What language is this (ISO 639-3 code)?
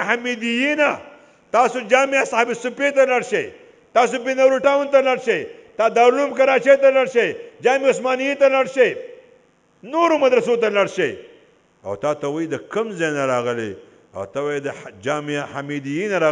pus